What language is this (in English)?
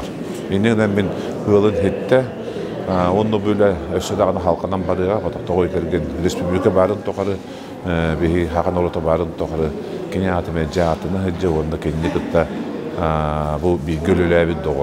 Yakut